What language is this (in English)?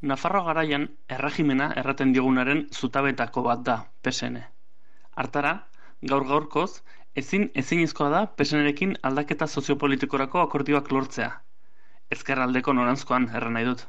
Basque